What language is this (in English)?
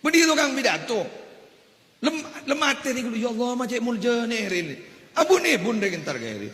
Madurese